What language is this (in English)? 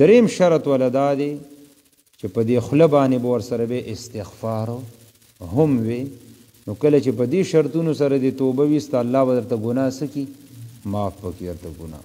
Pashto